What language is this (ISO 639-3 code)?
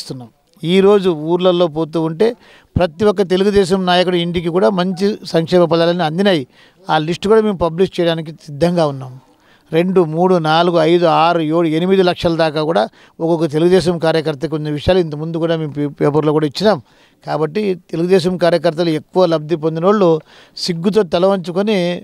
tel